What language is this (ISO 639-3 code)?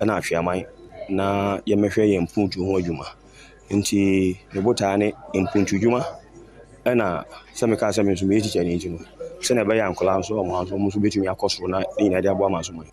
aka